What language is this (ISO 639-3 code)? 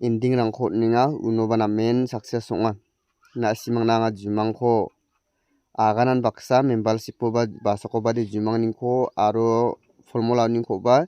grt